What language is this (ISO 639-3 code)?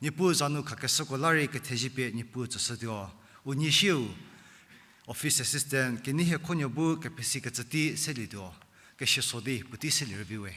njm